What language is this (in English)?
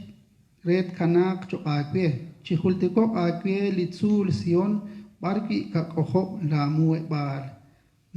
Kekchí